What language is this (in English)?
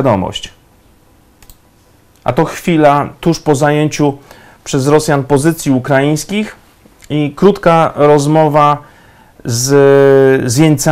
Polish